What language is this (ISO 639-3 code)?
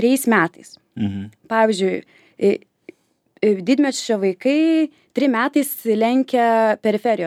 lit